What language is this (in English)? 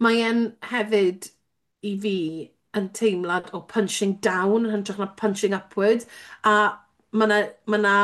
Welsh